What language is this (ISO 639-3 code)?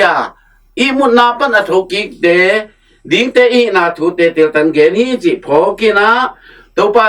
ctd